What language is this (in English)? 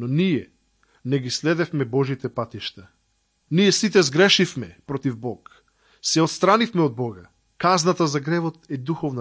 Macedonian